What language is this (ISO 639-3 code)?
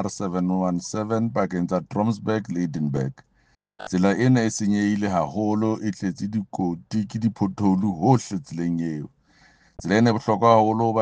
sot